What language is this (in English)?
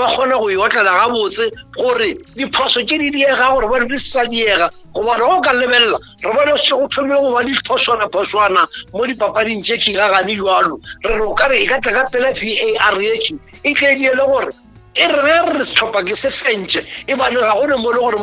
Northern Sotho